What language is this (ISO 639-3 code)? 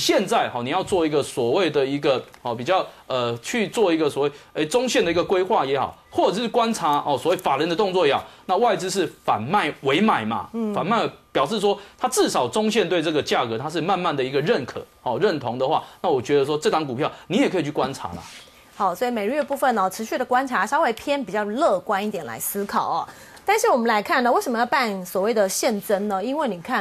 zho